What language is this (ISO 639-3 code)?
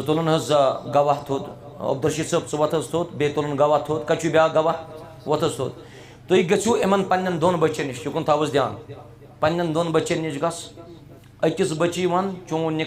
kas